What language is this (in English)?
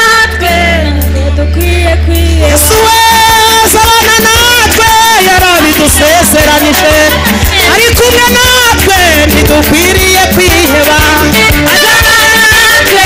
Kinyarwanda